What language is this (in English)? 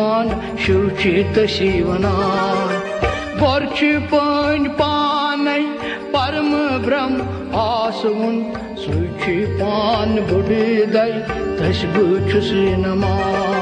Kashmiri